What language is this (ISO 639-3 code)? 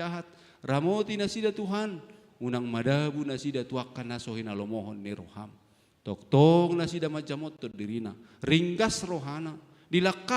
bbc